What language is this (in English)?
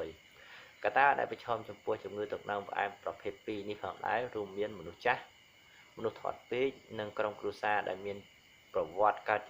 Khmer